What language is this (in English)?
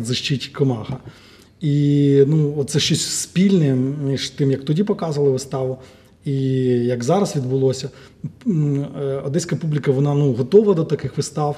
Ukrainian